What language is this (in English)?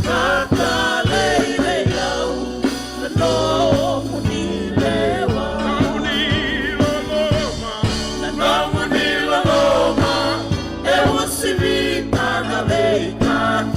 Fijian